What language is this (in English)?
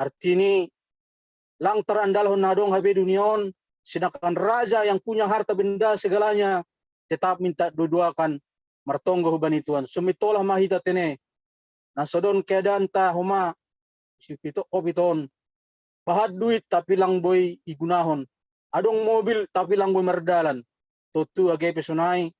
Batak Simalungun